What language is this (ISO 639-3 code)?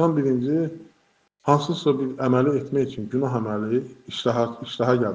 aze